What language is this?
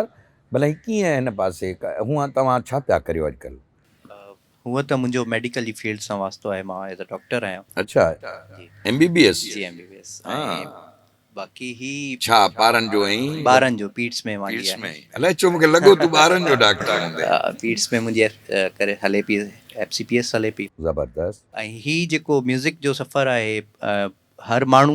Sindhi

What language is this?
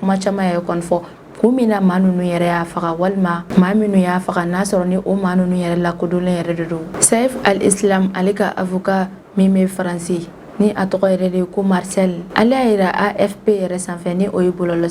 Bambara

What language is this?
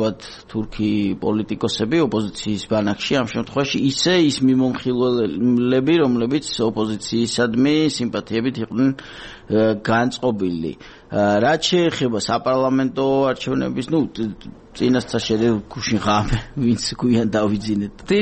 Georgian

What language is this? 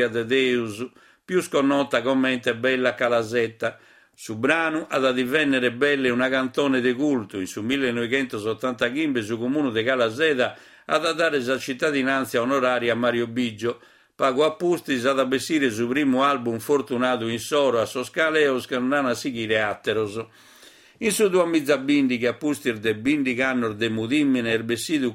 Sardinian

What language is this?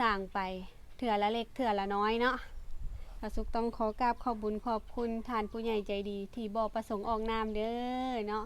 Lao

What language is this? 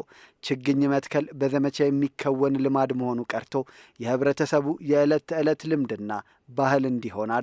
Amharic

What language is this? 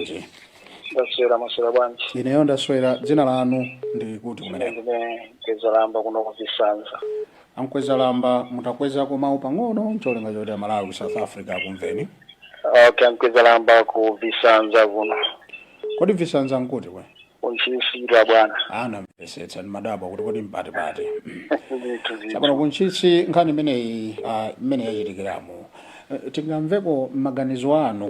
Nyanja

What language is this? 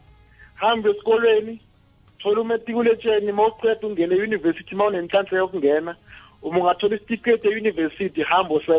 South Ndebele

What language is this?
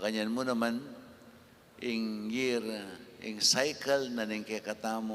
Pampanga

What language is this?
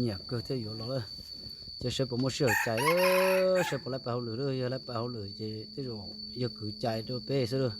Hmong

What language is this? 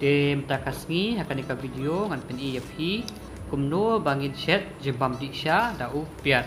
Khasi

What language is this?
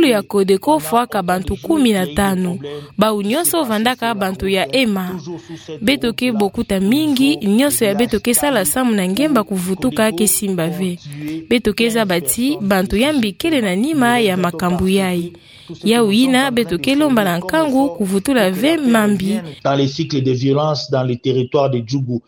Kituba (Democratic Republic of Congo)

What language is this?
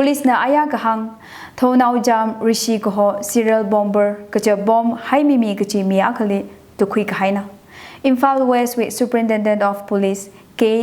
Tangkhul Naga (India)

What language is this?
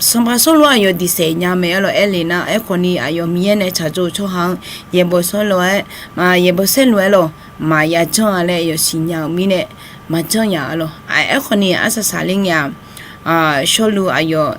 Akha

